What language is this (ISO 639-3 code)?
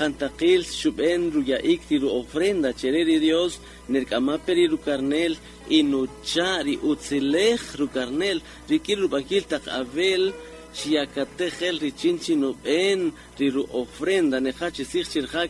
cak